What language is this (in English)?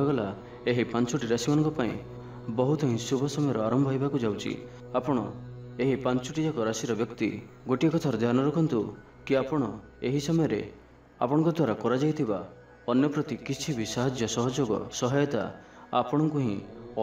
Odia